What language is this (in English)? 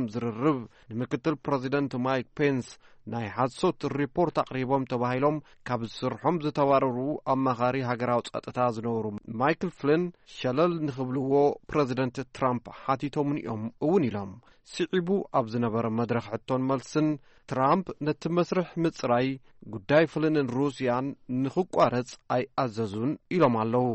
Tigrinya